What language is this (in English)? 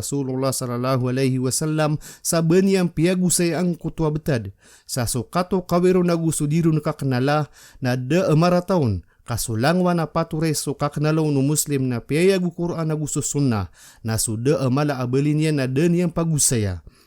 Maranao